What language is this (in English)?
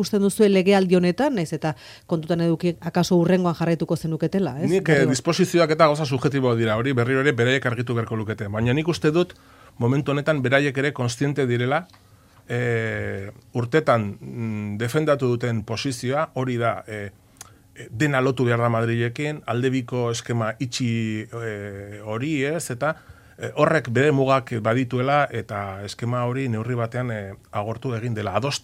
Basque